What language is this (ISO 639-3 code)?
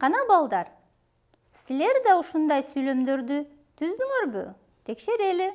kir